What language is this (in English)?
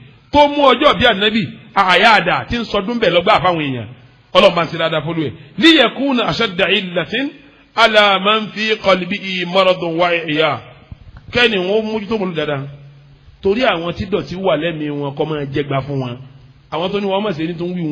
Yoruba